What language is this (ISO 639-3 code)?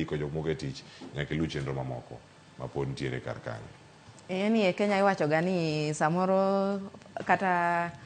luo